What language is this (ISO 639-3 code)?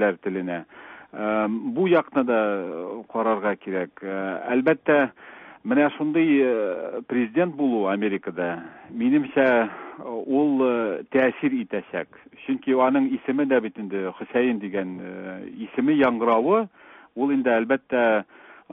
tat